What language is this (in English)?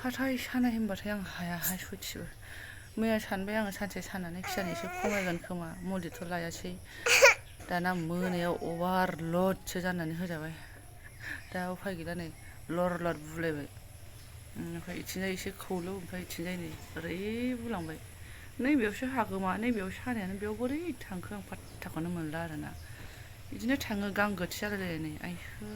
Bodo